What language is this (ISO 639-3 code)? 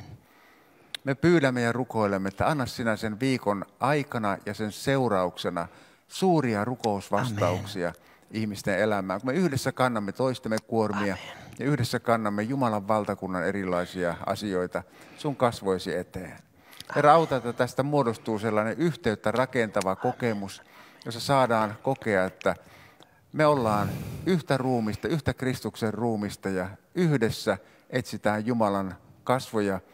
fin